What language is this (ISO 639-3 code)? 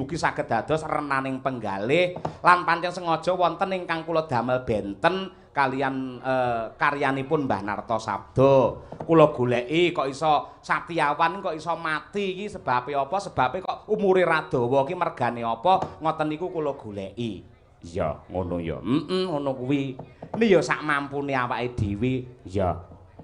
jav